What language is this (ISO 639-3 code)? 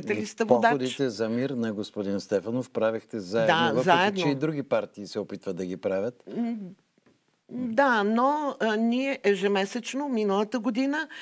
bul